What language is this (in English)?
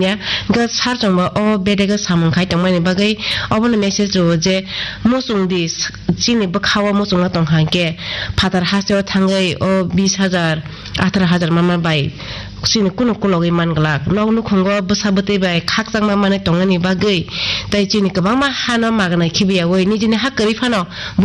Kok Borok